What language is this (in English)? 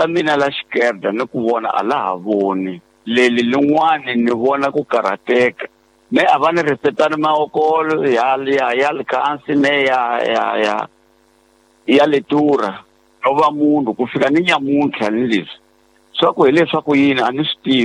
Tsonga